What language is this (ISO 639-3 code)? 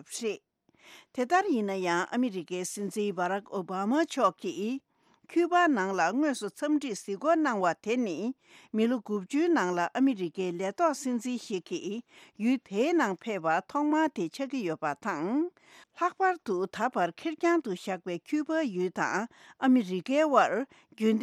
bod